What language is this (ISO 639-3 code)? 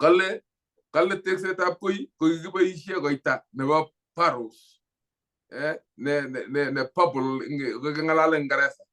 kln